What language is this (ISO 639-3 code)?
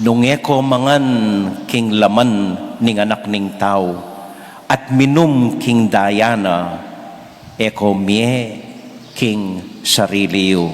pam